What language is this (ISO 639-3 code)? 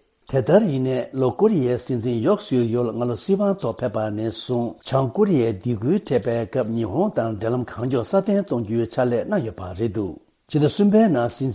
bod